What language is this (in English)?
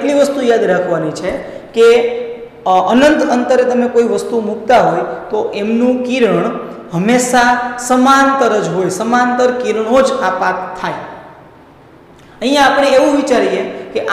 Gujarati